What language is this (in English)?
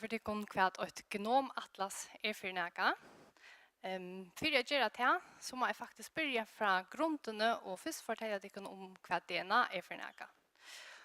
Faroese